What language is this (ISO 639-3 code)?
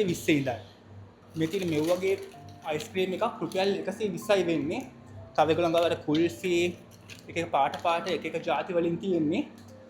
sin